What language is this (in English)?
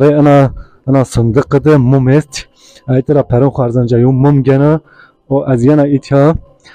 Zaza